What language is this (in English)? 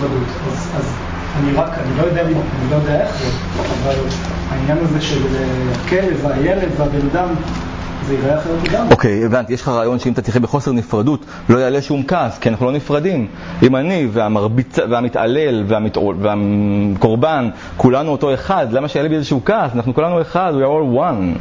Hebrew